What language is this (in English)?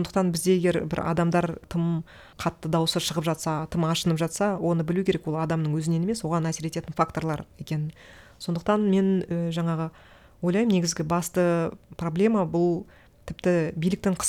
Kazakh